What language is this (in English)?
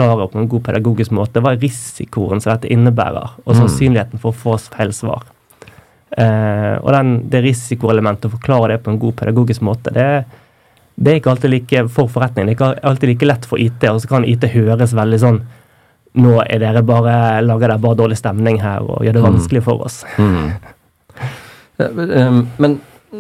Norwegian